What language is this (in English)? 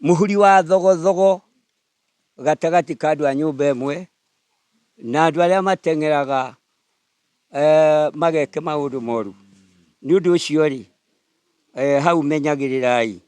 Kikuyu